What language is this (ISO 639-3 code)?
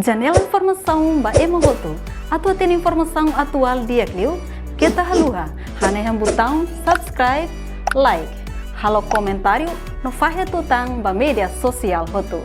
tet